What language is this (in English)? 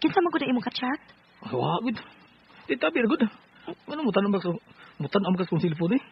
Cebuano